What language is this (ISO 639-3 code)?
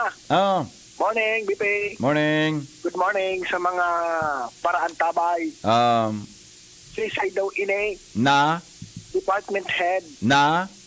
bik